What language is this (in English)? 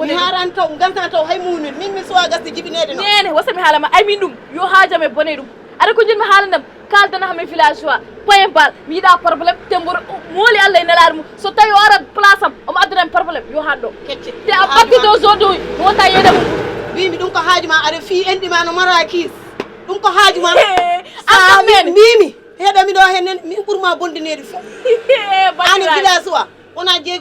Fula